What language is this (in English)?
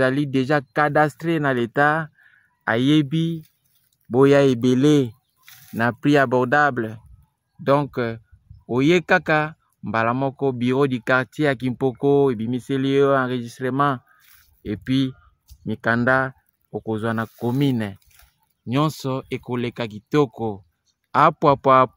Lingala